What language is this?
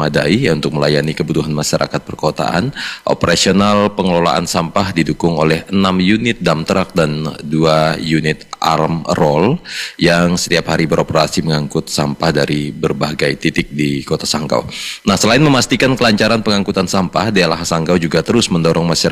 Indonesian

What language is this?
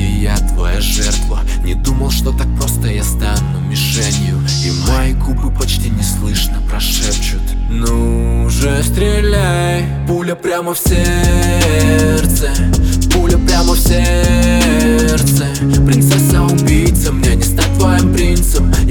Russian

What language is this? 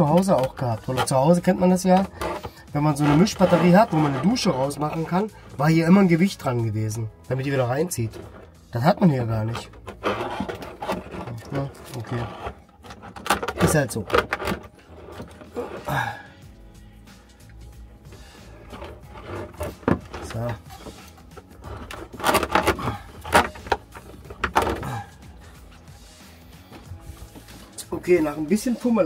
German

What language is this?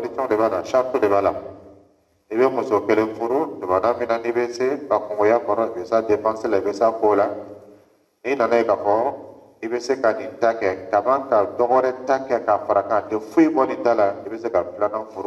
Dyula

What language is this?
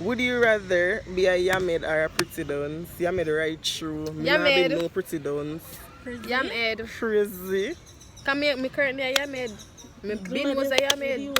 Jamaican Creole English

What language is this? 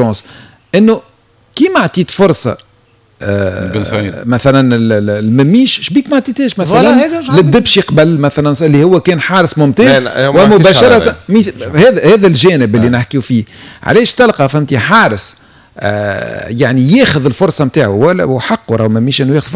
Tunisian Arabic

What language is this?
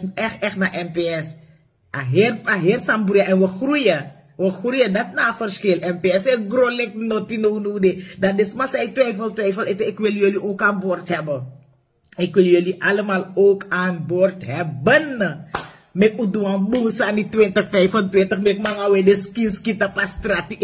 Sranan Tongo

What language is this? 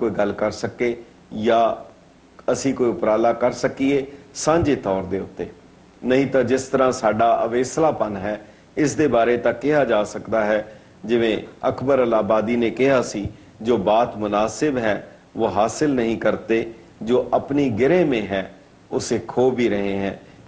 Punjabi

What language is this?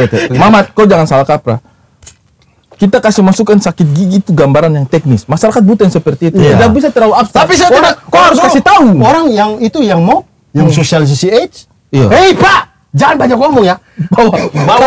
Indonesian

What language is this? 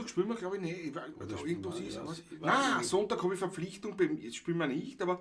Bavarian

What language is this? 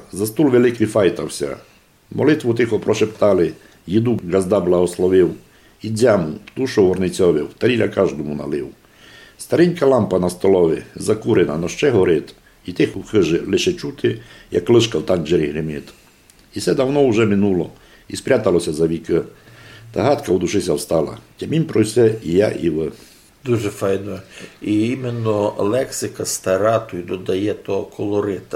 Rusyn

